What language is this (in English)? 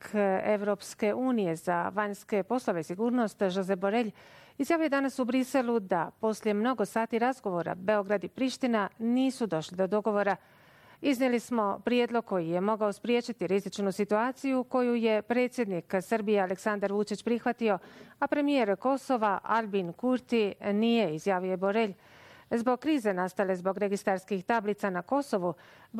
Bosnian